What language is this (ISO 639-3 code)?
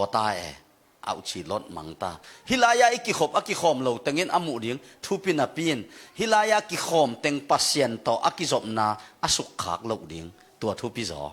ctd